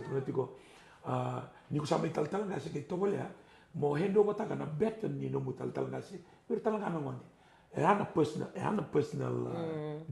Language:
Fijian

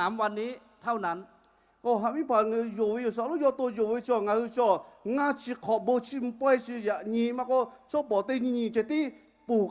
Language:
Lahu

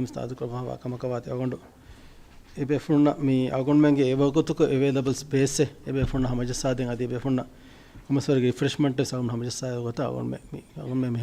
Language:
Divehi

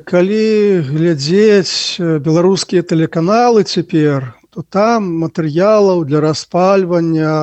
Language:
Belarusian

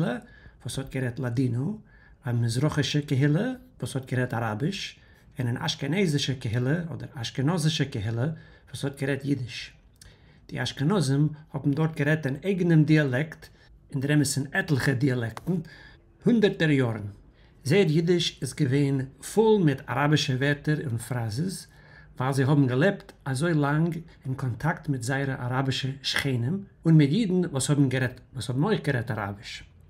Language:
Yiddish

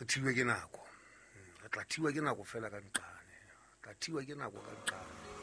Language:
Southern Sotho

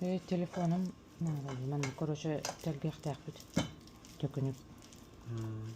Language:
Yakut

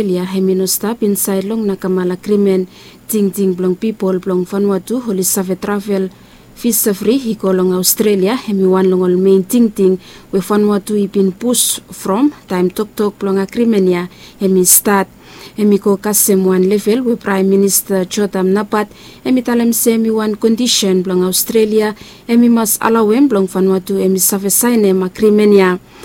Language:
Bislama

